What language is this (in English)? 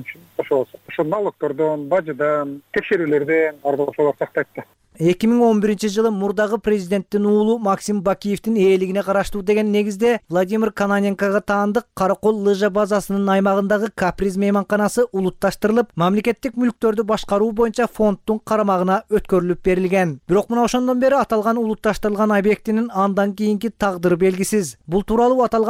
Kyrgyz